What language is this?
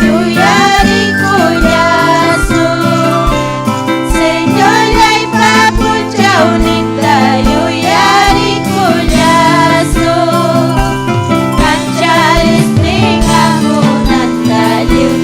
Ayacucho Quechua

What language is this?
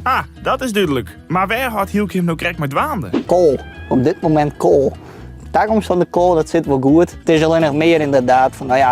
Western Frisian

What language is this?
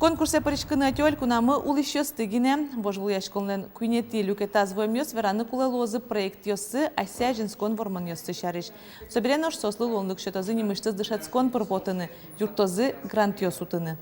Udmurt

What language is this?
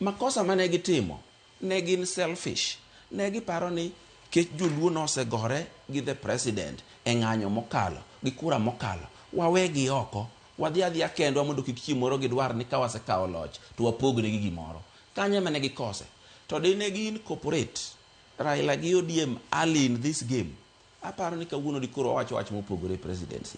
Luo (Kenya and Tanzania)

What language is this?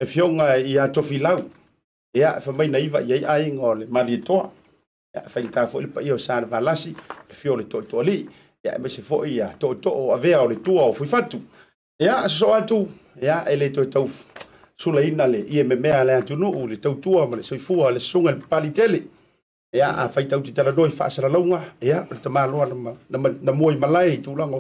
Samoan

